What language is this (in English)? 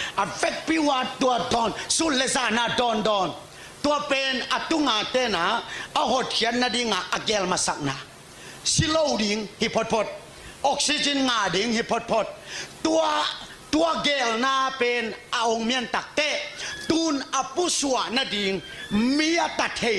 Tedim Chin